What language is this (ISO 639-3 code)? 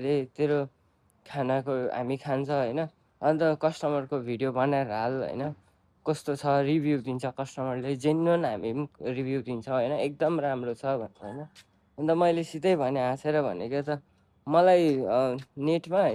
nep